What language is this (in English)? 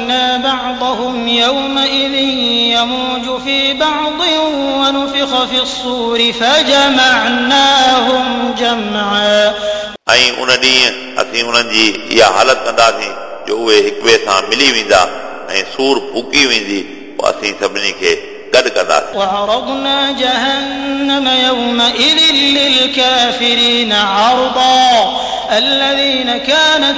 Sindhi